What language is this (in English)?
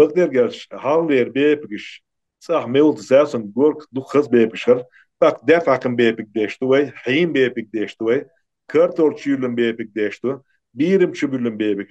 Chechen